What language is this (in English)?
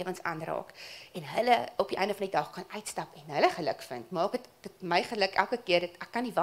Afrikaans